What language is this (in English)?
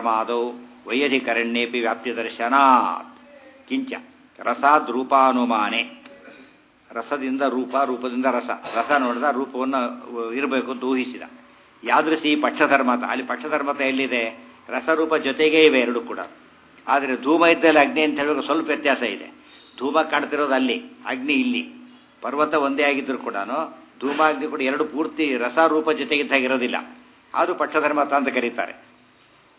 Kannada